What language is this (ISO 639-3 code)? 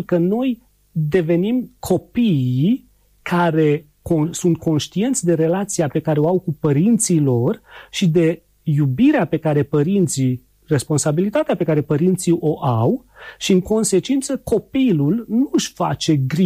ron